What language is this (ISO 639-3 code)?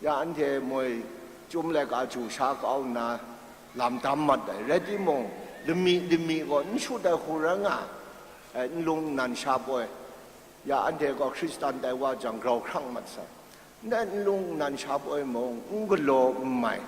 kac